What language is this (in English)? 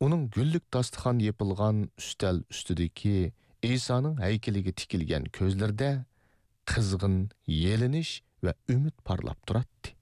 Uyghur